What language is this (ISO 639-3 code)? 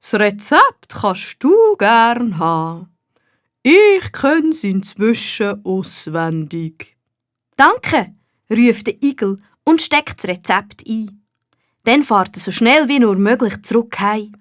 gsw